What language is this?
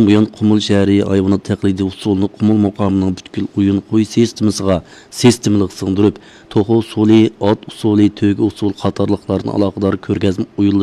Uyghur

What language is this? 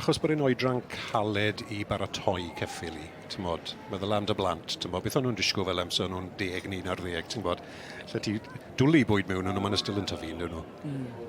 Welsh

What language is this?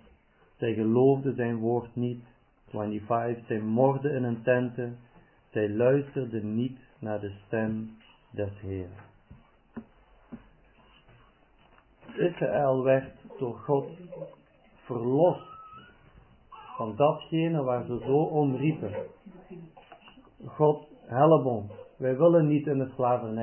Dutch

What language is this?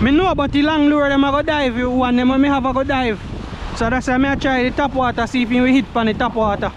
Jamaican Creole English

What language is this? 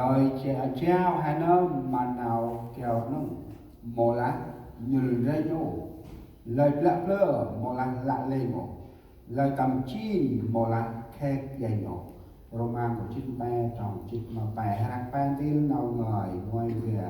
Central Mnong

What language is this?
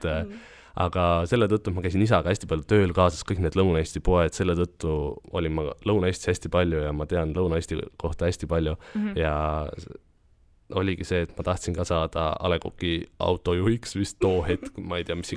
Estonian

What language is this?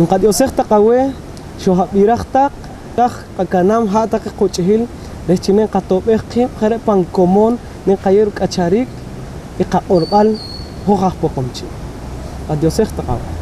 Poqomchi'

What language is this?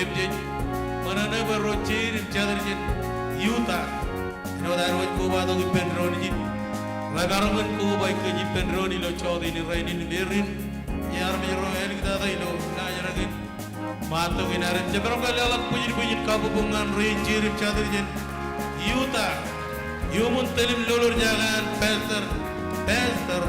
Marshallese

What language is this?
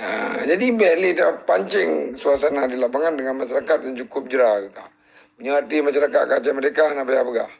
Achinese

